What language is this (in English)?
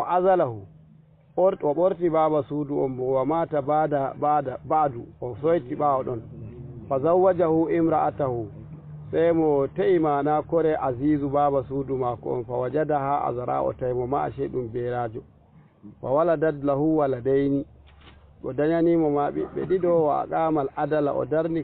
Fula